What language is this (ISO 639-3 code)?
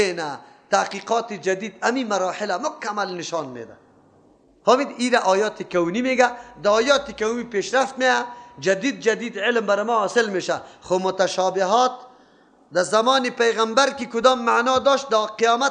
fas